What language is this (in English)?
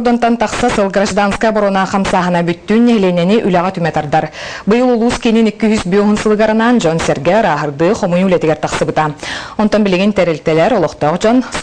Yakut